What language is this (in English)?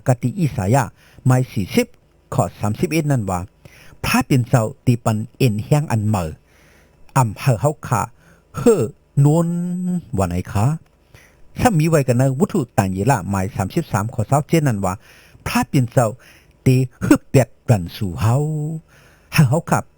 Shan